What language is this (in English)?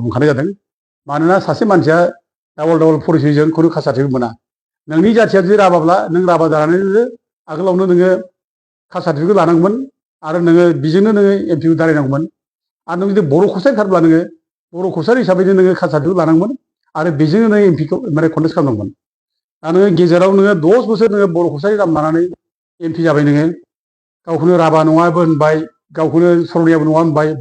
Bodo